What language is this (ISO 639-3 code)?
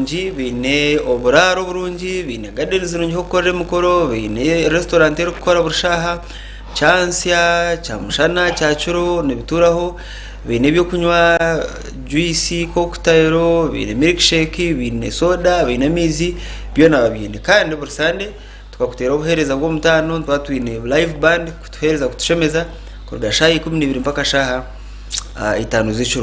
nyn